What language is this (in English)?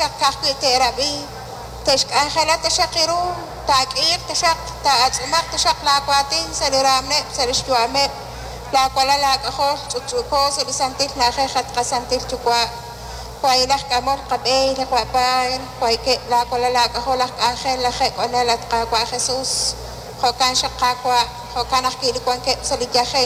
Kekchí